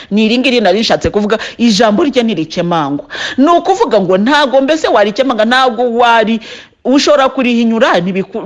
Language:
Kinyarwanda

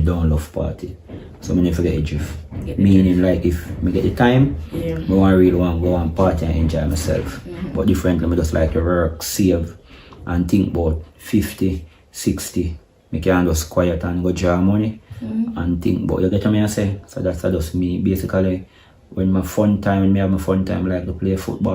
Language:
Jamaican Creole English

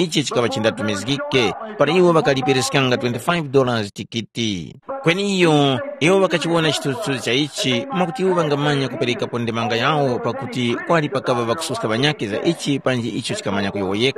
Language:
Tumbuka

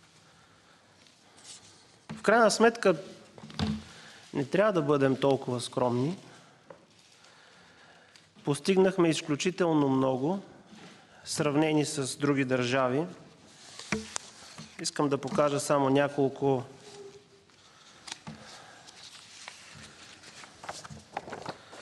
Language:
Bulgarian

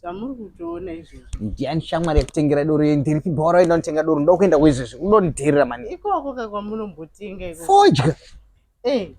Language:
Shona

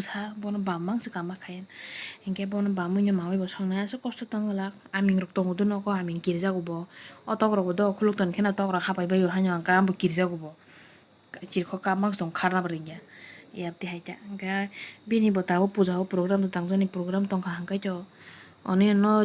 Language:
Kok Borok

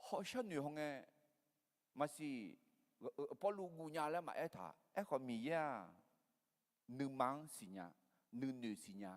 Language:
Akha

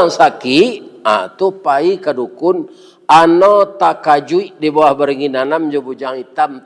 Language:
Minangkabau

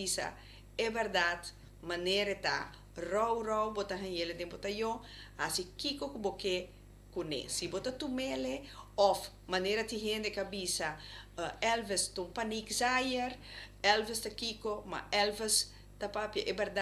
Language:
Papiamento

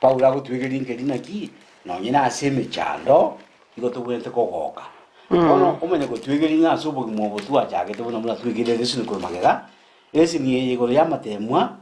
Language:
Gusii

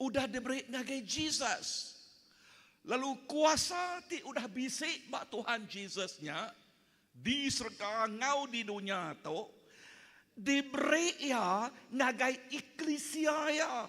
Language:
Iban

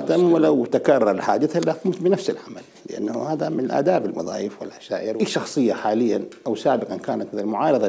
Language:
Mesopotamian Arabic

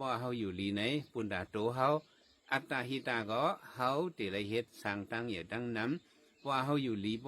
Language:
Shan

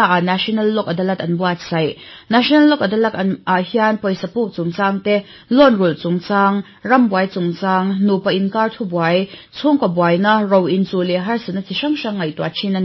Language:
Mizo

